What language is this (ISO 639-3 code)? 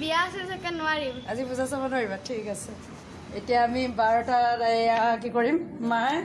asm